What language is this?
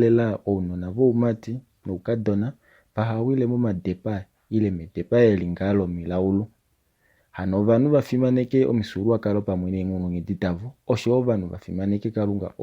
Kuanyama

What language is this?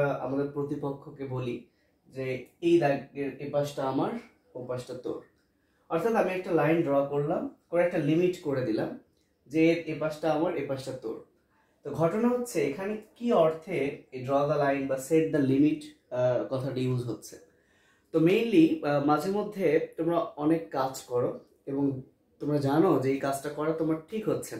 Bangla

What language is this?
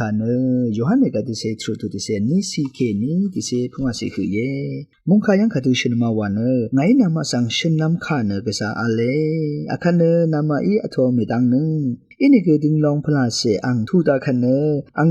Rawang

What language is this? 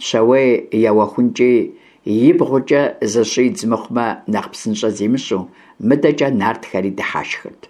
Kabardian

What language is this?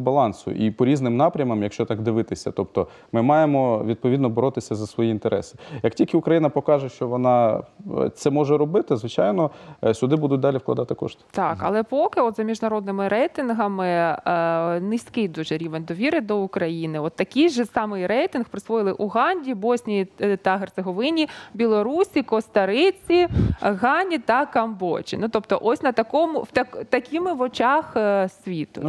Ukrainian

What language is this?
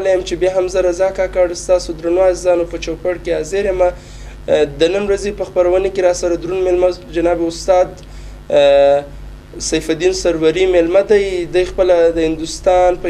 Pashto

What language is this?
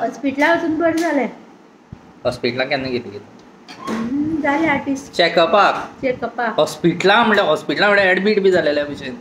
Konkani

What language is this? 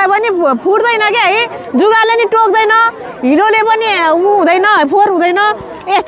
Nepali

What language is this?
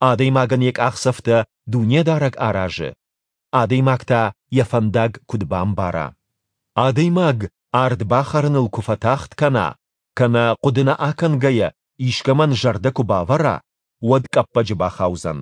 Ossetic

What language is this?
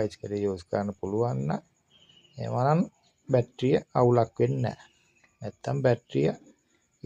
Sinhala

